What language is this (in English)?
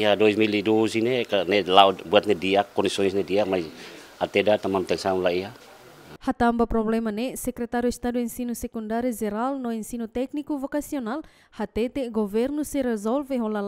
Tetum